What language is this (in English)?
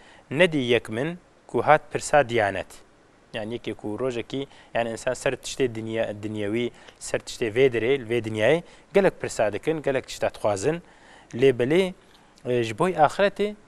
Kurdish